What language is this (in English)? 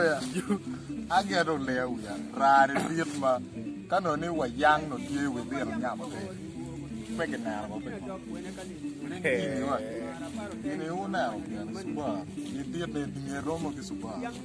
Acoli